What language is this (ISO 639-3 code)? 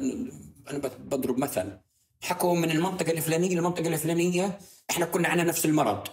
apc